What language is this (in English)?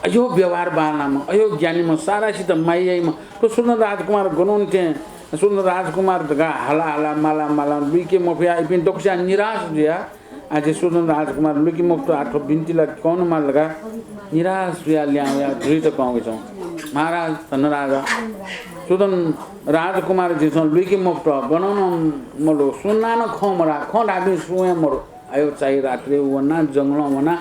Newari